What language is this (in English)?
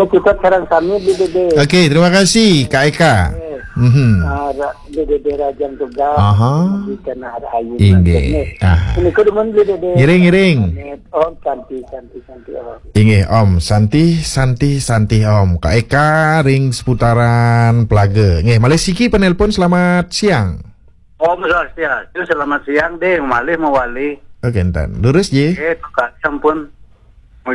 Balinese